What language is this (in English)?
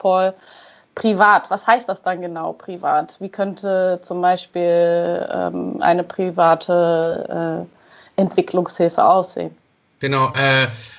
German